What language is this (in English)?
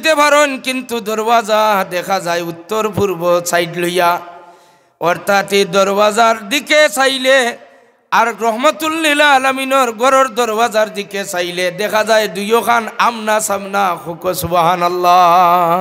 Sylheti